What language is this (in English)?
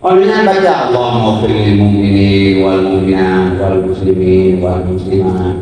Achinese